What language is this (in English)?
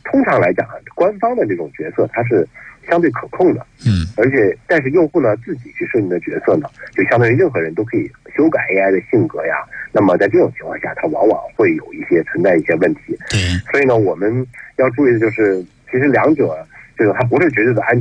Chinese